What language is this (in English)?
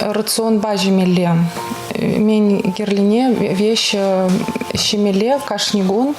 Chuvash